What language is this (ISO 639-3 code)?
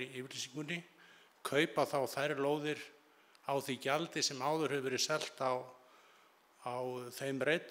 isl